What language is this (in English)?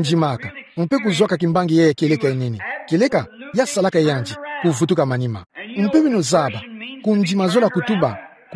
Kituba (Democratic Republic of Congo)